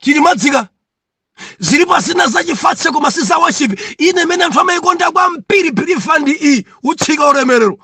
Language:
Nyanja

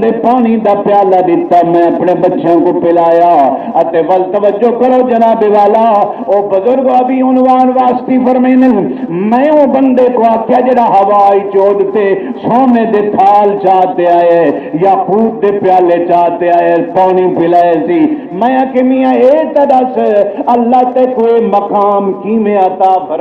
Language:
Saraiki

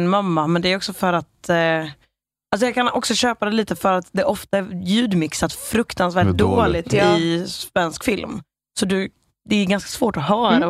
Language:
Swedish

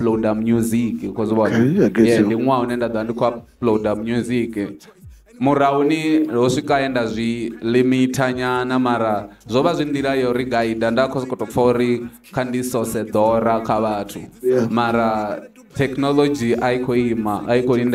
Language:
Venda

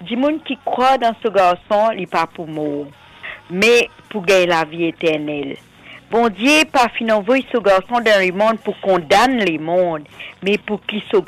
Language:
Morisyen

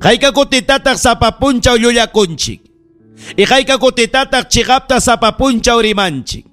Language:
Ayacucho Quechua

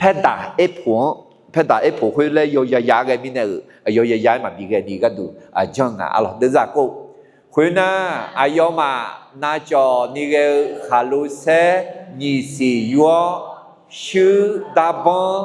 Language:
Akha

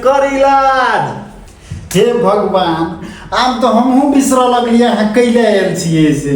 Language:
Maithili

